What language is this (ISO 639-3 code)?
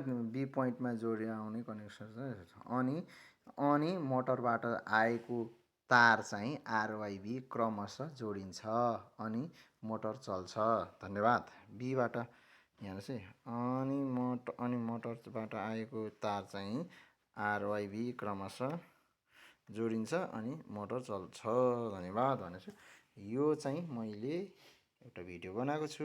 nep